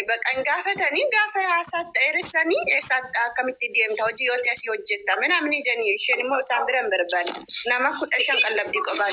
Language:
Oromo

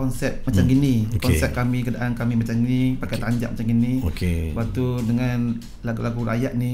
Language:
Malay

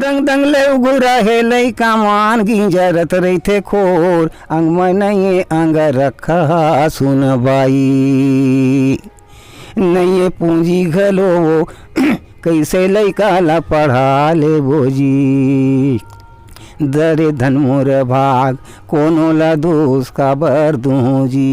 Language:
Chhattisgarhi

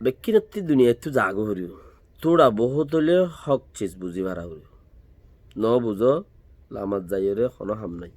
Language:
Rohingya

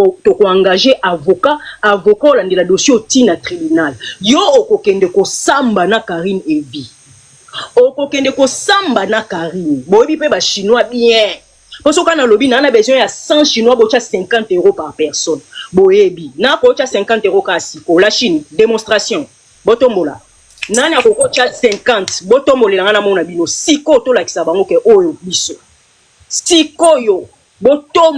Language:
Lingala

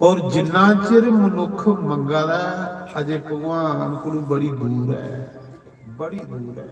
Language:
Dogri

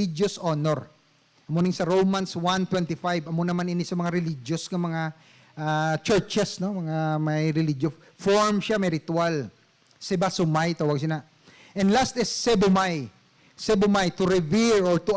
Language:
Hiligaynon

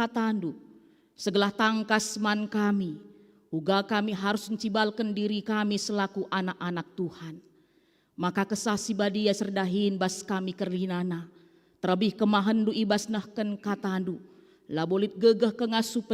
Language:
Batak Karo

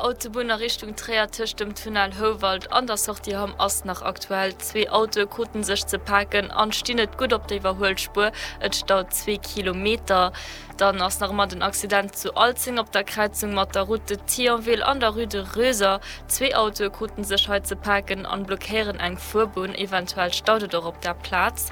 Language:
Luxembourgish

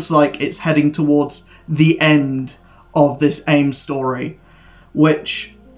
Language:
English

